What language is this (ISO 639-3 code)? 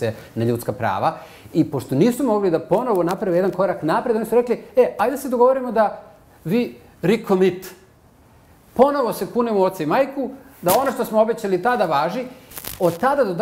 srp